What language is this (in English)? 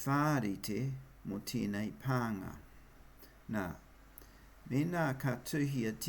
Māori